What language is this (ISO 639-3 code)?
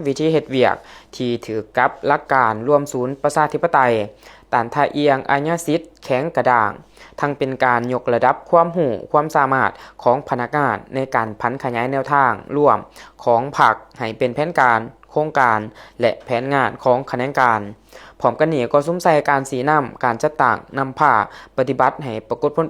lao